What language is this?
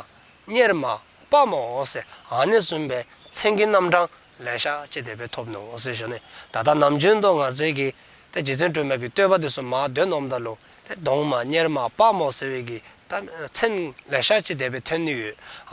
Dzongkha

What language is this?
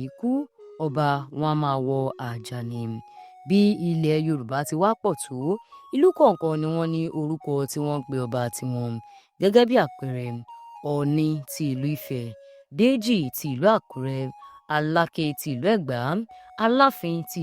Yoruba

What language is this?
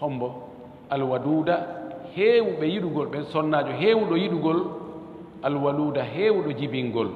Fula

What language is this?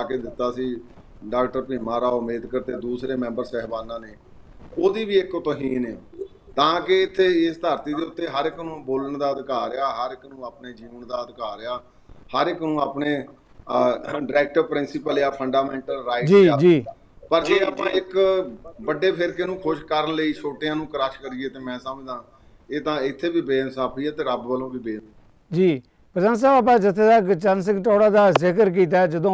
Punjabi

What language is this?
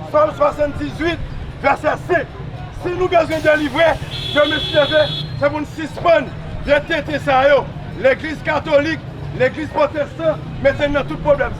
Haitian Creole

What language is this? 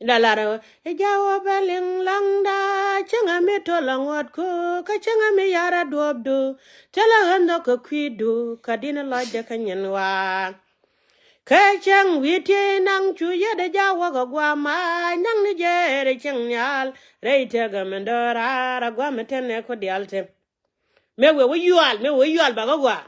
Nuer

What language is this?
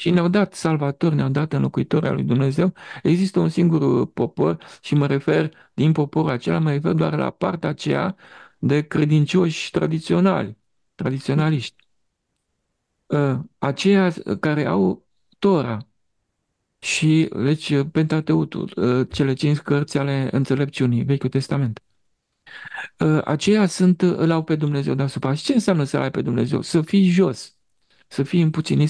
Romanian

